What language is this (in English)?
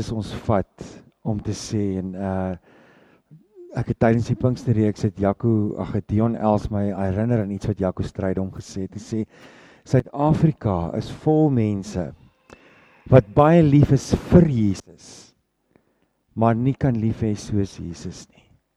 Afrikaans